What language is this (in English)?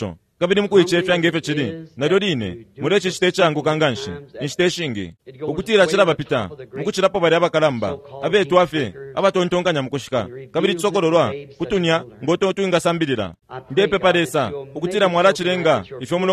Bemba